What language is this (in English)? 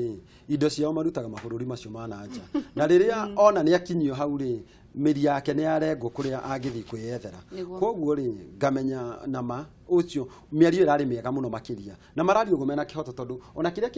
Kikuyu